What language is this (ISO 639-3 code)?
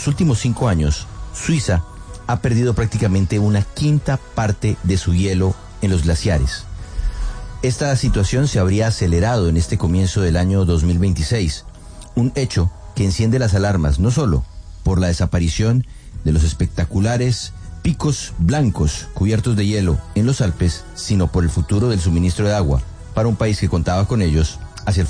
spa